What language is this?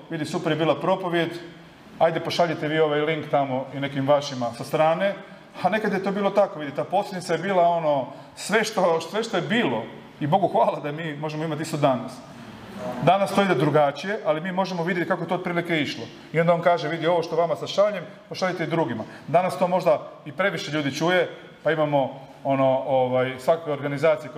Croatian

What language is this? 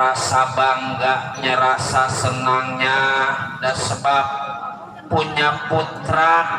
Betawi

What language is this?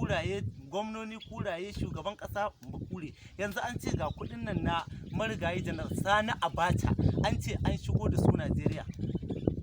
Hausa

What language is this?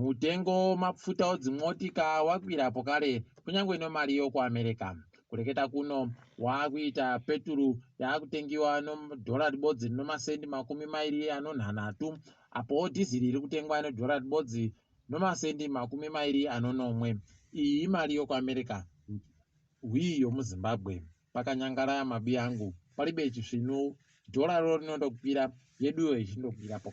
Ndau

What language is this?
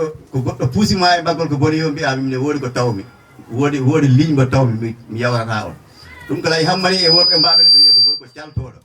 Fula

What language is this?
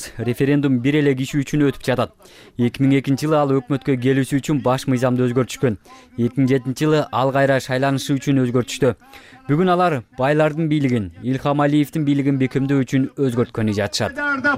Kyrgyz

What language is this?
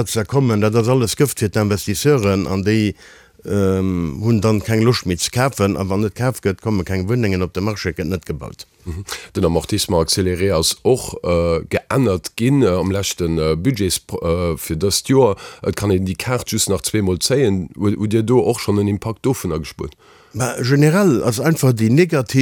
Luxembourgish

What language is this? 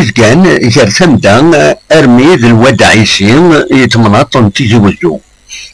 Kabyle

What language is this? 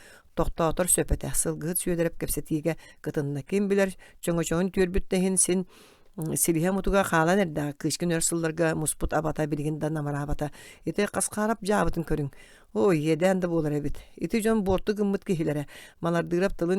Yakut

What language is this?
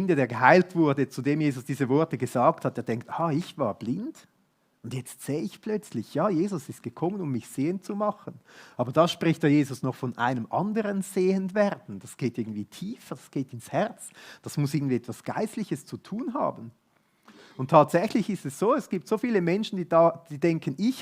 Swiss German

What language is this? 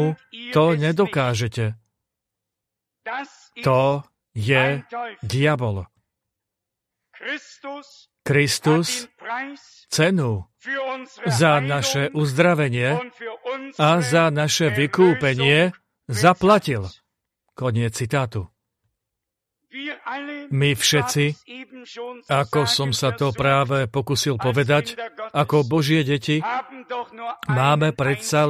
Slovak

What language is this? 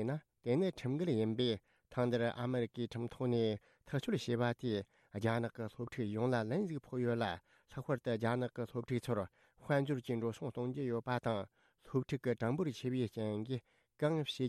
Tibetan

